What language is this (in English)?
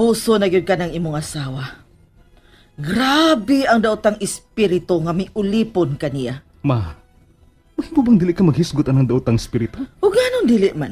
Cebuano